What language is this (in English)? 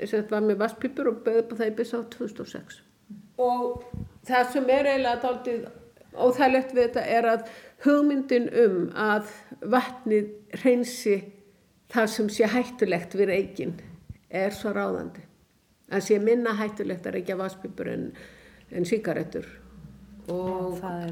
Icelandic